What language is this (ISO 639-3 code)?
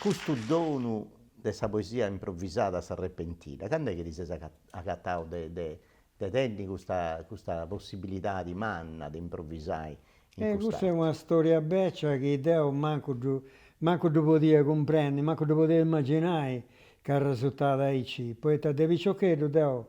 srd